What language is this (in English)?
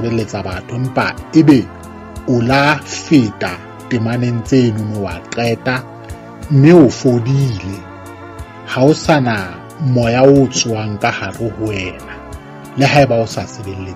Southern Sotho